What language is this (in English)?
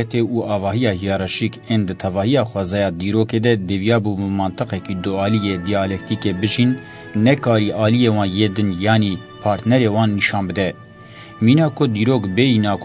Kurdish